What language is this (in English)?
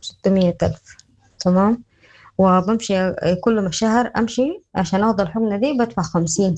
Sudanese Arabic